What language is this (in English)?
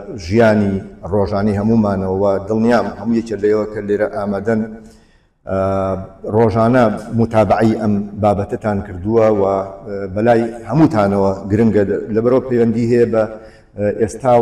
Central Kurdish